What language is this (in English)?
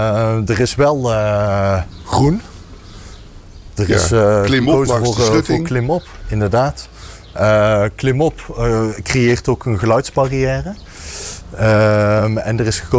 Dutch